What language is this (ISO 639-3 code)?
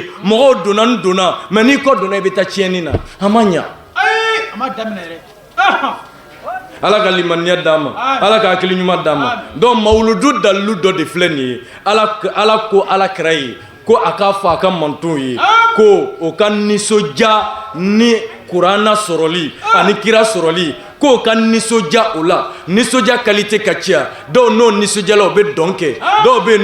bam